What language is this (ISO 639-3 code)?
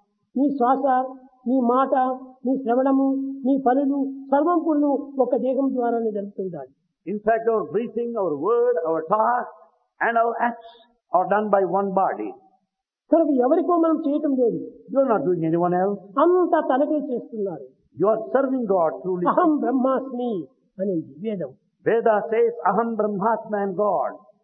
tel